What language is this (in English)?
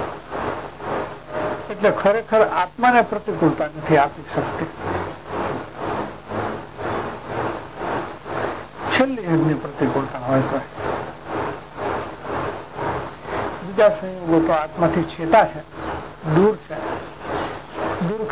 Gujarati